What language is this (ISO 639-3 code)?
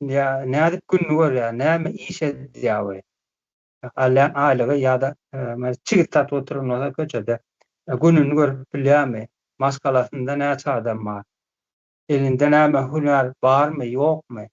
tuk